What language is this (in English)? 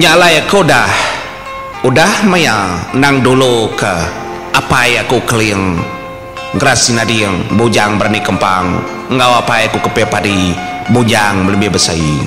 Iban